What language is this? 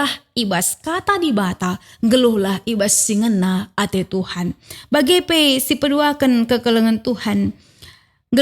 Batak Karo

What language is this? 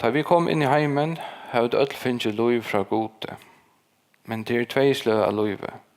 Faroese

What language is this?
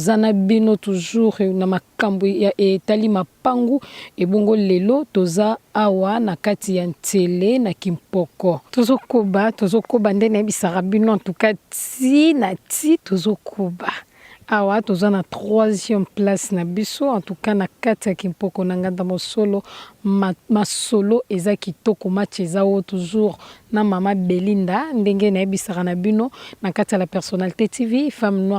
Lingala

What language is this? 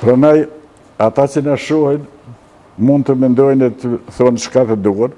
Albanian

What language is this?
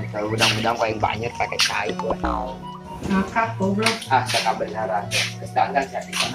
Sundanese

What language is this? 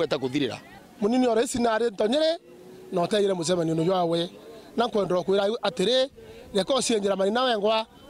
Meru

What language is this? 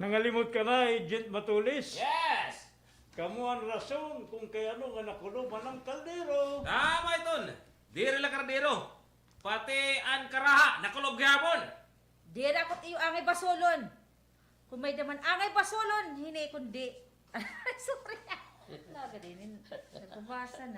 Waray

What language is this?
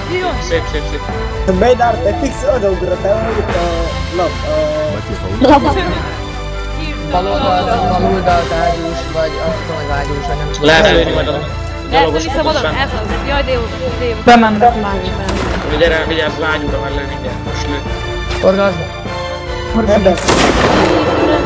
Hungarian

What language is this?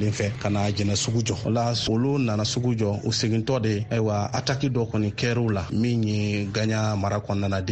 Bambara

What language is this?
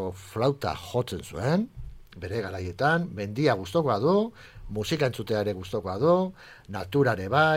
Basque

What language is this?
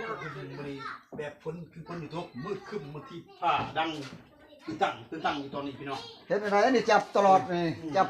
Northeastern Thai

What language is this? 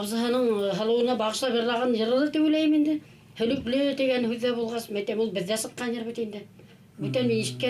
Bashkir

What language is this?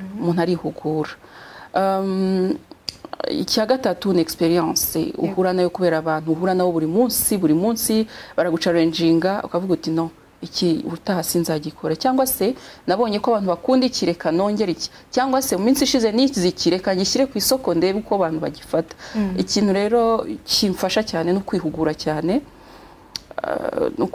Kinyarwanda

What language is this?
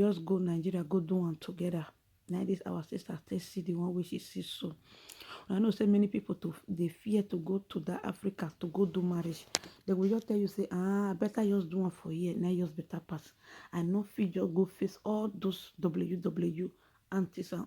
Nigerian Pidgin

